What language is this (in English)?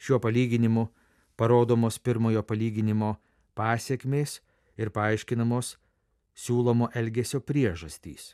Lithuanian